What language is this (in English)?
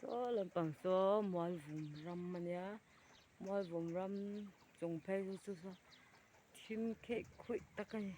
Mizo